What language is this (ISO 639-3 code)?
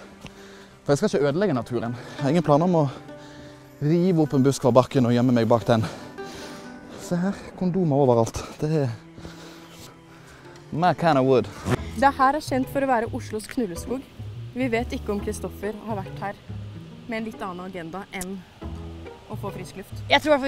nor